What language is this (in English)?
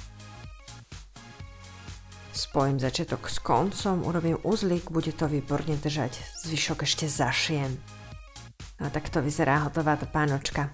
Slovak